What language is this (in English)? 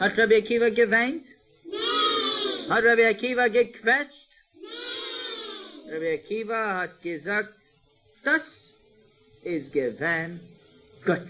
Yiddish